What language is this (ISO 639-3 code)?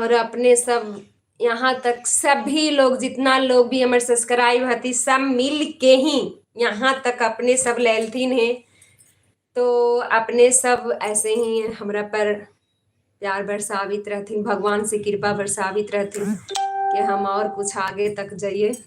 mag